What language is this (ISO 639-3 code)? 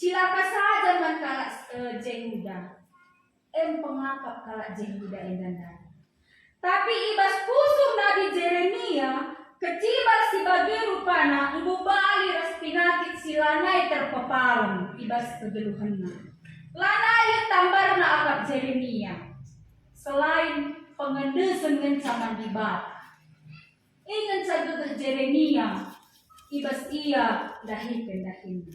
btx